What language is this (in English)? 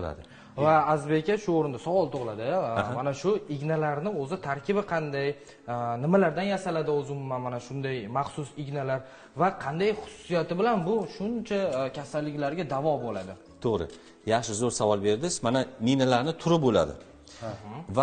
Uzbek